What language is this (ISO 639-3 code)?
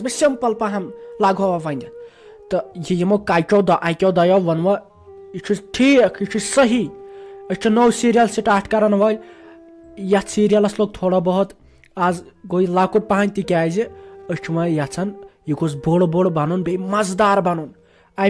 kas